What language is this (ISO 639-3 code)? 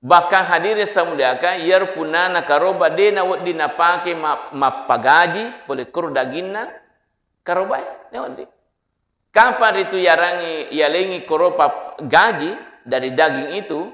bug